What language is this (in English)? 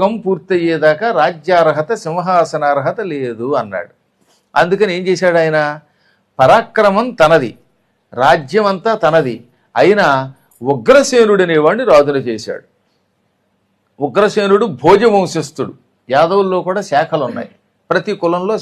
Telugu